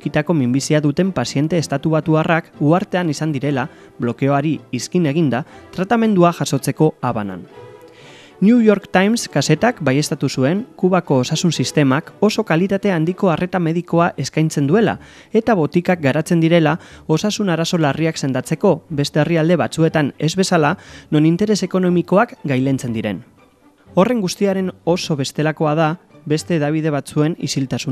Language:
Basque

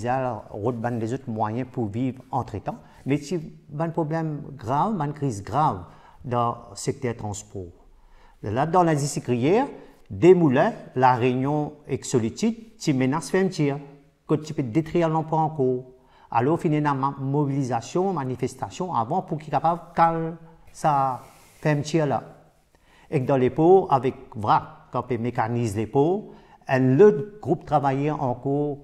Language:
Morisyen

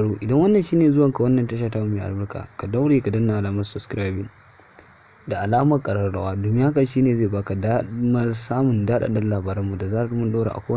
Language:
Hausa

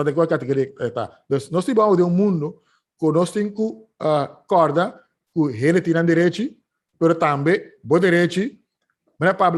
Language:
Papiamento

